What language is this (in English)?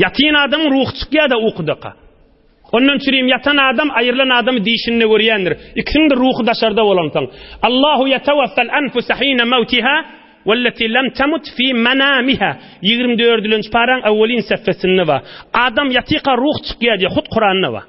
Turkmen